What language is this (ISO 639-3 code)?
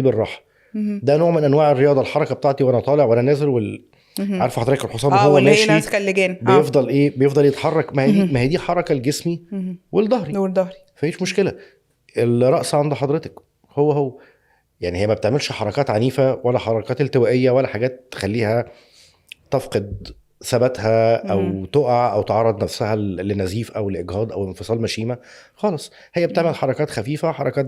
arz